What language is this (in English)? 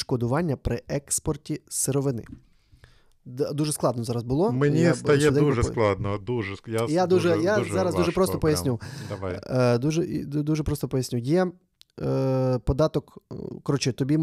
Ukrainian